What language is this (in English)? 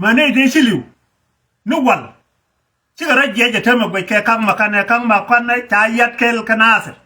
Nuer